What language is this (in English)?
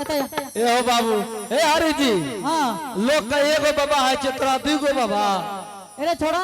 Angika